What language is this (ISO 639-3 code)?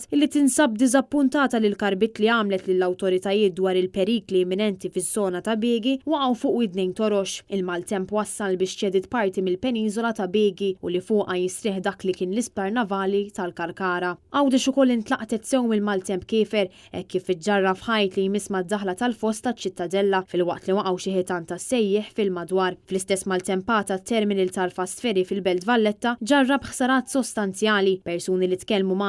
mlt